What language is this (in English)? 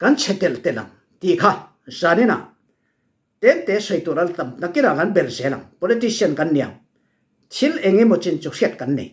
Falam Chin